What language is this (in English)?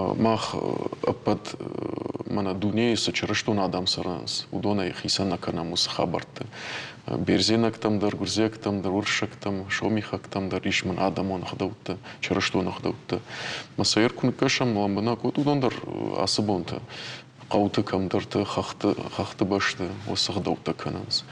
Ossetic